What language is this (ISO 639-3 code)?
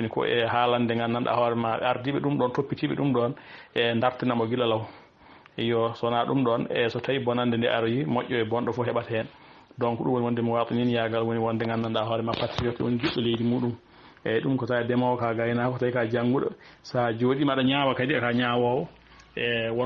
ful